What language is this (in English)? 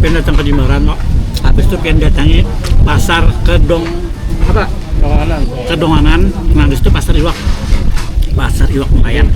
Banjar